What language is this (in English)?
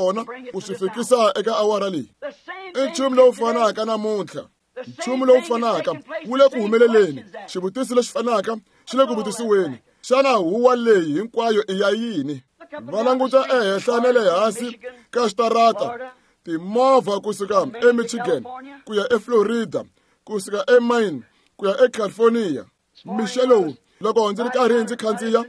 Tsonga